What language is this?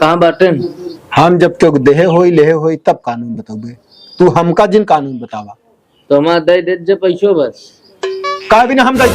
Awadhi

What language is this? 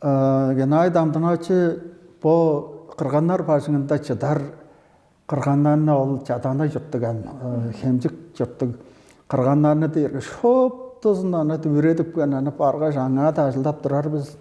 Tuvinian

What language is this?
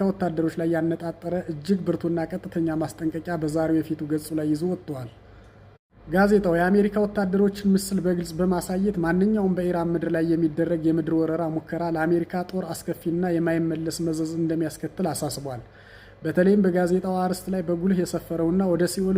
Amharic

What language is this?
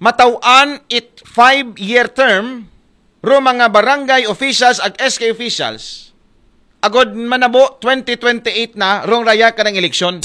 Aklanon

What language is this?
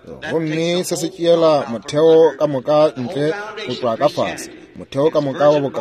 Northern Sotho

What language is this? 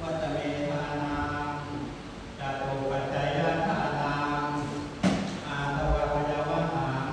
Pali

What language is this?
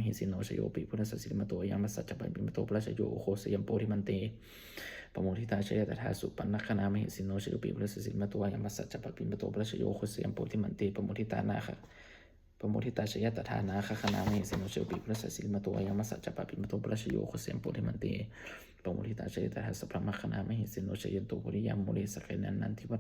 Pali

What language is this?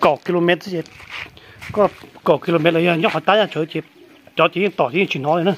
Hmong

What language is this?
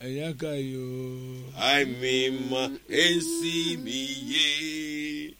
Akan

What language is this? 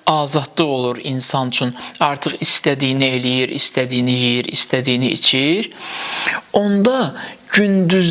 Azerbaijani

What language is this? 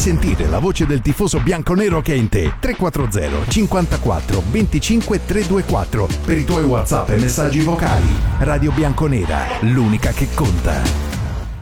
Italian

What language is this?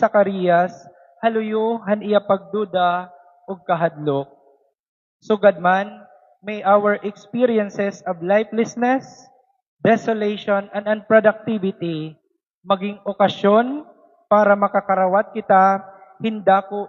Waray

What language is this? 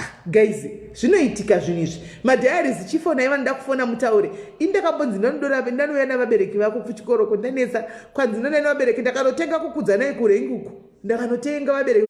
Shona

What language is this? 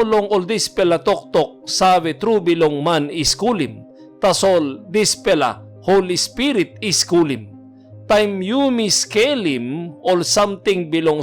Tok Pisin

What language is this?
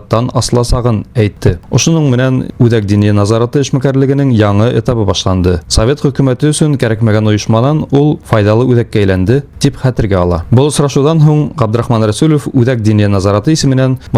Bashkir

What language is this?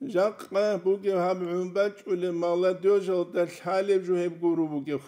Avaric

